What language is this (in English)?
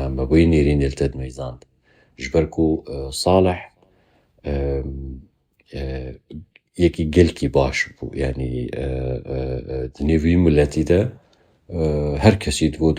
Kurdish